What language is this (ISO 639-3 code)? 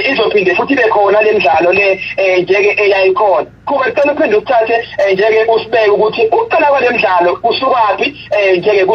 zul